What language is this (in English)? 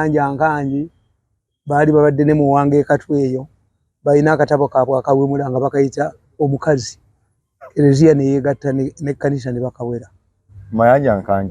Ganda